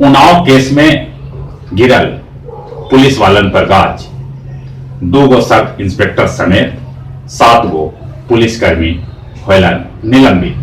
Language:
Magahi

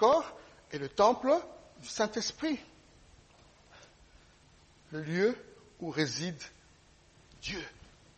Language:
French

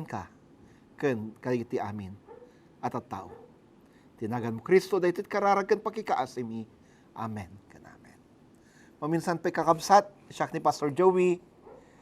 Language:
Iloko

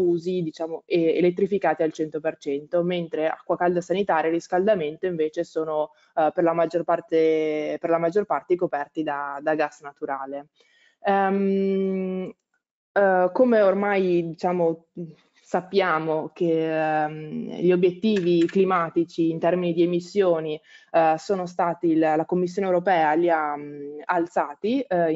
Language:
Italian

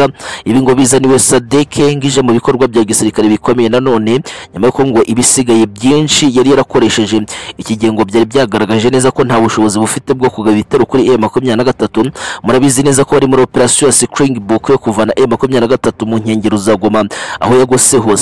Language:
Kinyarwanda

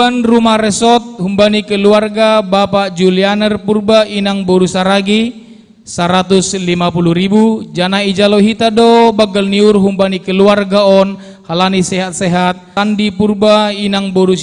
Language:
Batak Simalungun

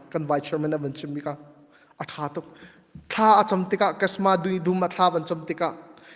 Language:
Hakha Chin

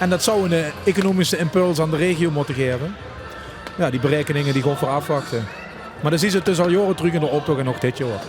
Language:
Limburgish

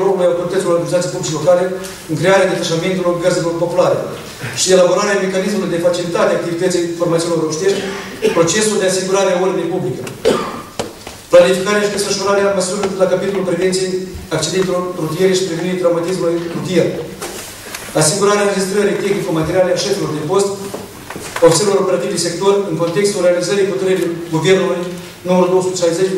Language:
Romanian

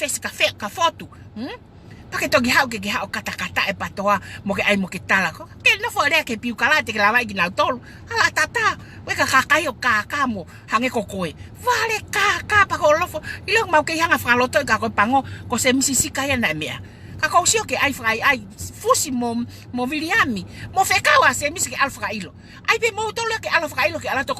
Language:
Tongan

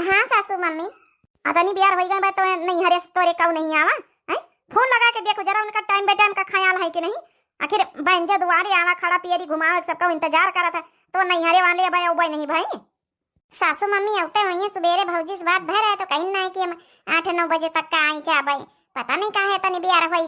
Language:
Awadhi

